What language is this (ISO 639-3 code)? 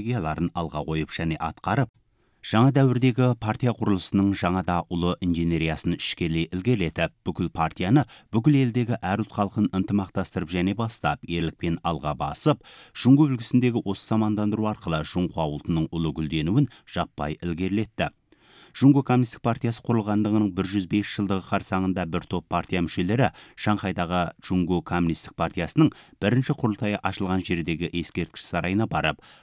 kaz